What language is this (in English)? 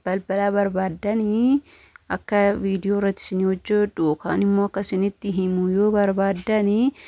Oromo